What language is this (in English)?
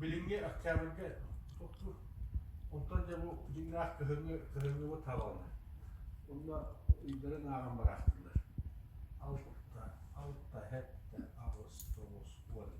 Yakut